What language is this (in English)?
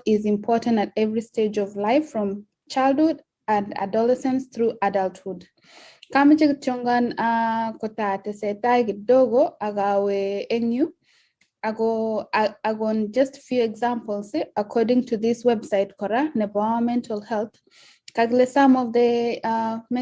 Kalenjin